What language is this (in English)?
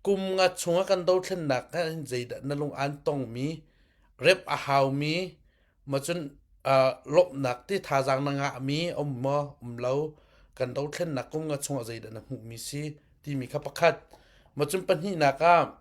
Hakha Chin